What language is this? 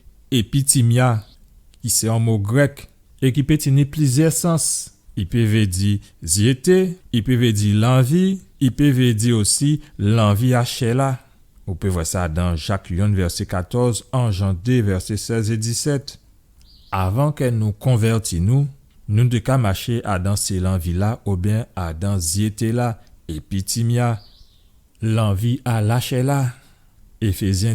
Guadeloupean Creole French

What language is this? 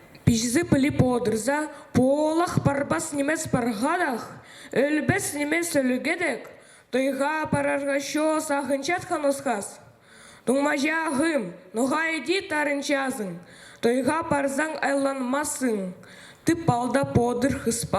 Khakas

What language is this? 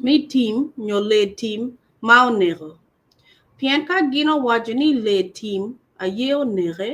Acoli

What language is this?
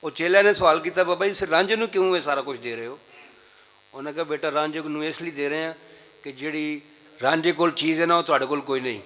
Western Panjabi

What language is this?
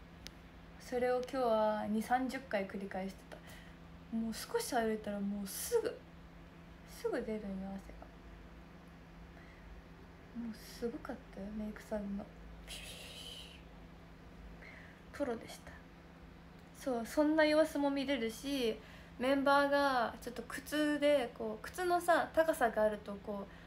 Japanese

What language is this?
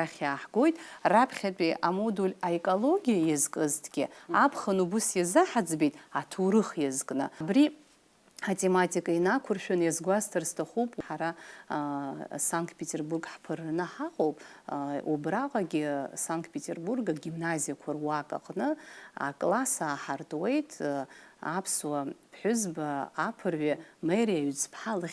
Abkhazian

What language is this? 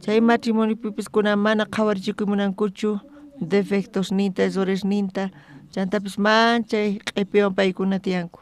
South Bolivian Quechua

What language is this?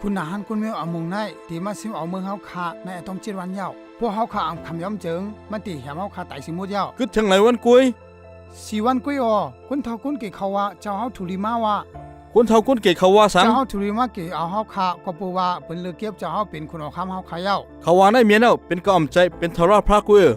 Shan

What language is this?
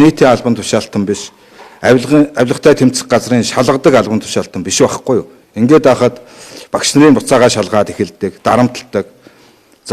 Mongolian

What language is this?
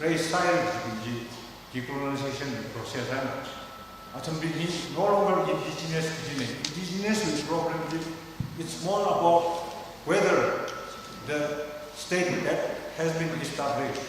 Tangkhul Naga (India)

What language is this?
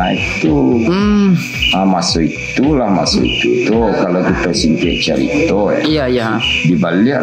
Minangkabau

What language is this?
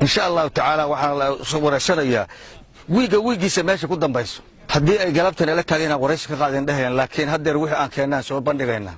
Somali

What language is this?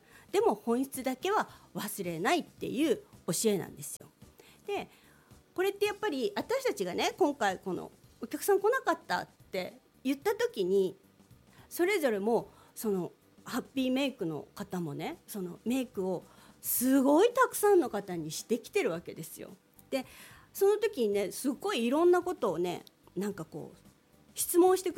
Japanese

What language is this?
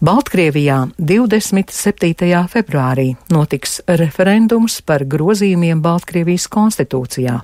Latvian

